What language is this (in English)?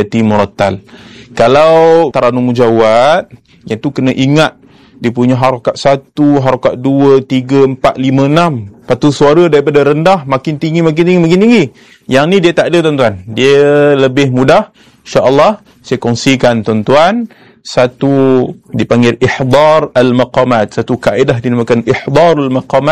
Malay